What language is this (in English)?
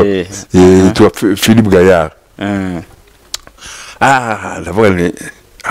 Kinyarwanda